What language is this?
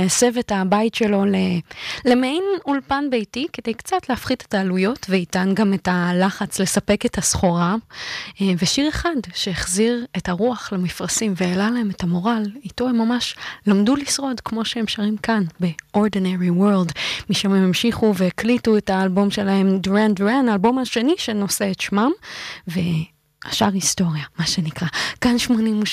Hebrew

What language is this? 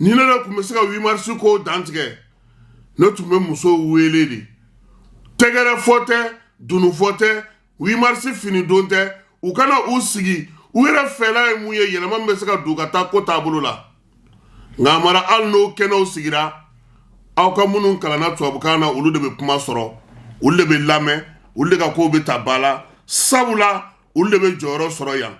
Bambara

